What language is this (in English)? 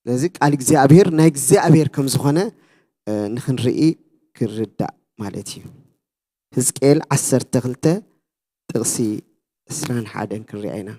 Tigrinya